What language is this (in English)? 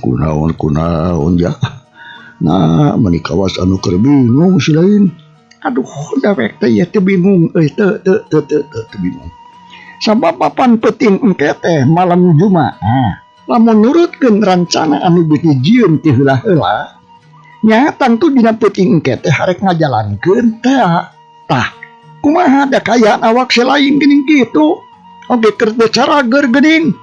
Sundanese